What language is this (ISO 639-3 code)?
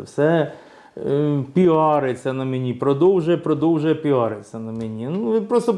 ukr